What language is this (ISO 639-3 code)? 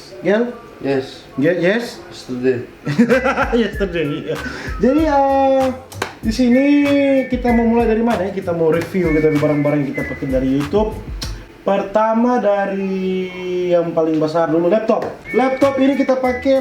xmm